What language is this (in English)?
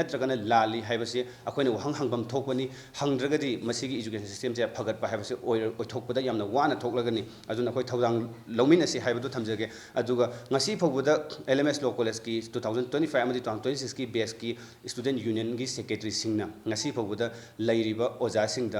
Manipuri